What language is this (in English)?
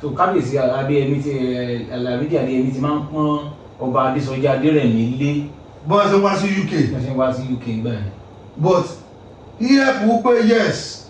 Yoruba